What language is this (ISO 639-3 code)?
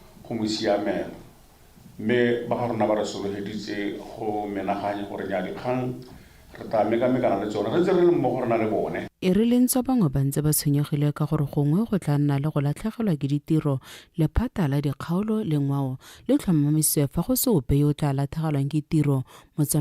tsn